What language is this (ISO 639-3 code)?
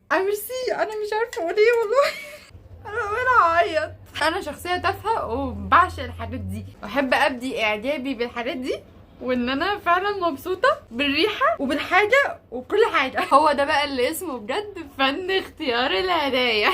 arz